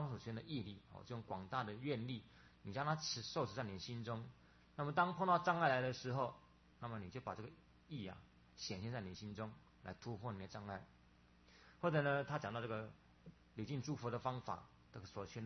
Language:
Chinese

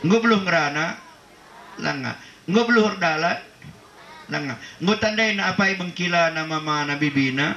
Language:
Batak Karo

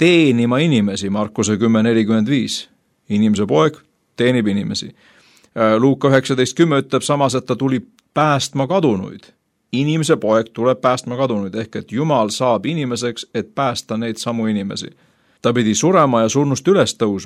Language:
Estonian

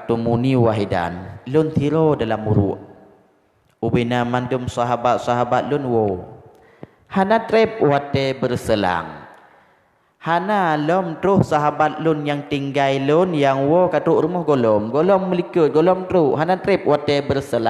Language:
Achinese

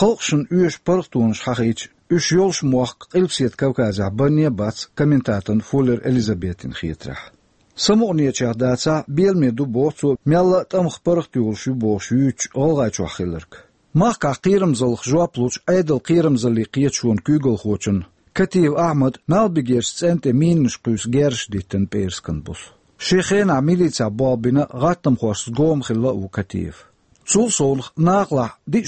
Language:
Chechen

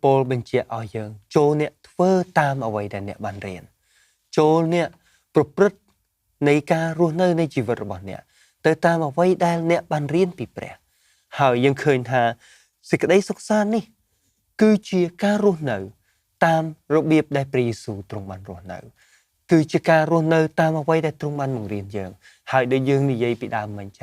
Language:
Khmer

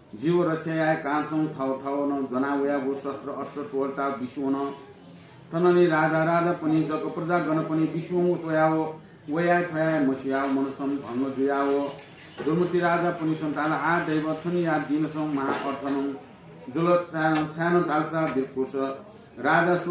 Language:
Newari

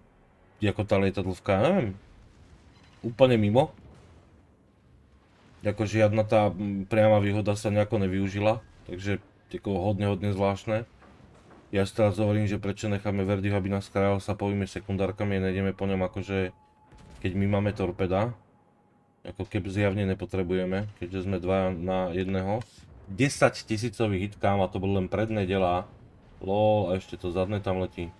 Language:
Slovak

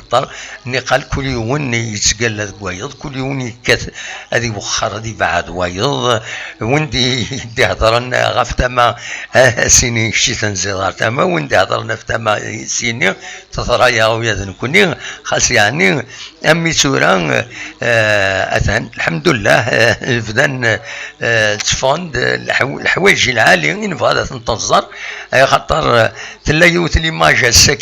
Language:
Kabyle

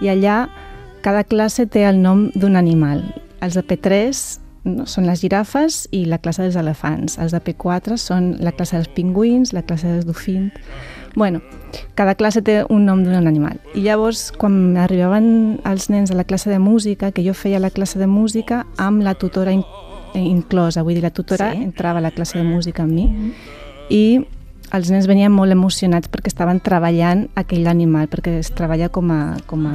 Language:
Catalan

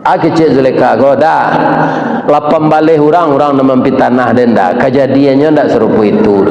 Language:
Minangkabau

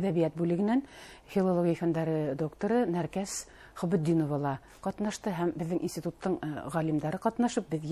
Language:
Bashkir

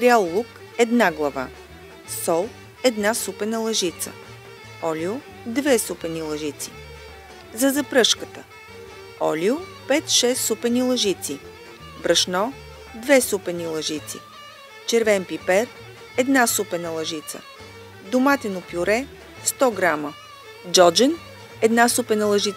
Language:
Bulgarian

